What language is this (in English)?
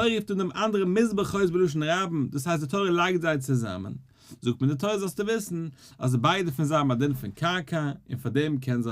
Yiddish